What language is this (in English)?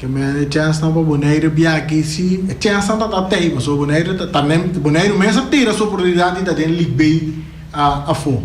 Papiamento